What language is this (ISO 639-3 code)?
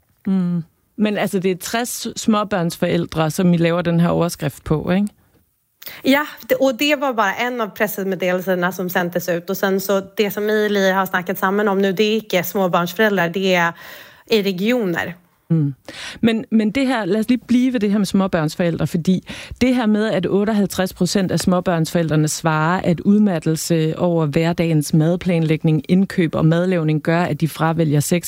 dan